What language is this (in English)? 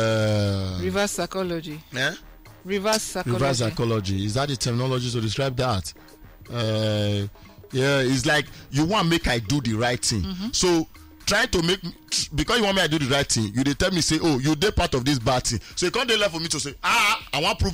Nigerian Pidgin